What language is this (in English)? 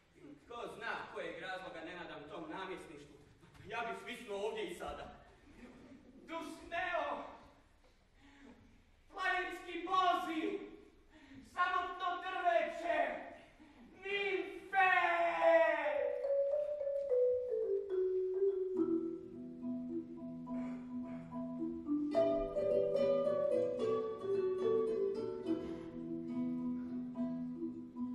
Croatian